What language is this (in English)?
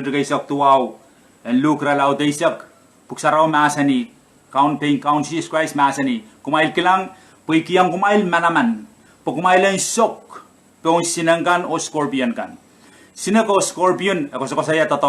Pohnpeian